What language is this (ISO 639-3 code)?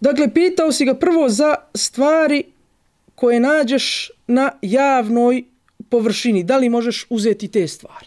bos